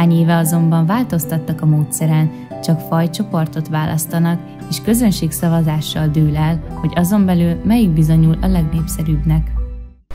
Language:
Hungarian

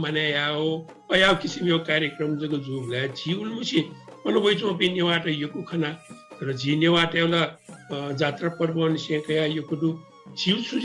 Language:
Newari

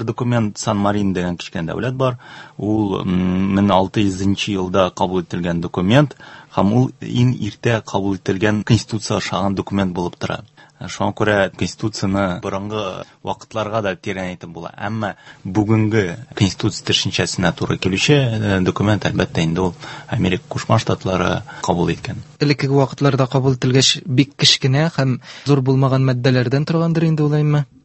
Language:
Tatar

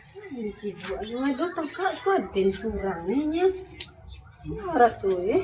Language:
Minangkabau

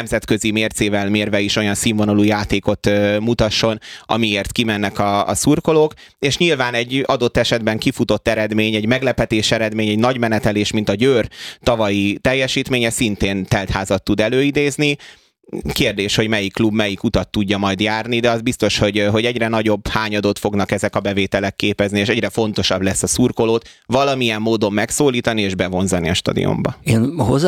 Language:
Hungarian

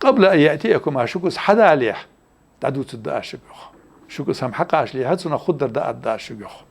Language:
Ingush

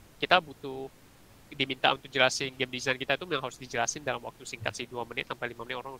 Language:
Indonesian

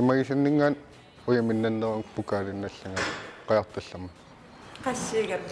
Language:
Kalaallisut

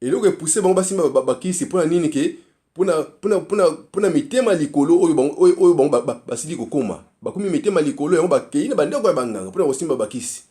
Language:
Lingala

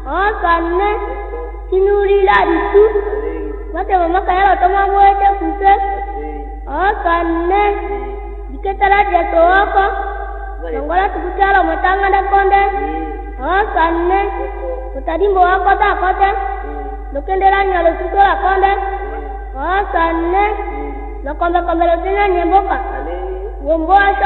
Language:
Tetela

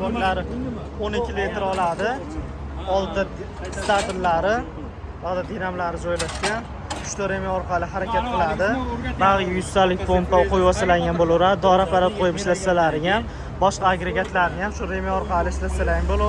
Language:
Uzbek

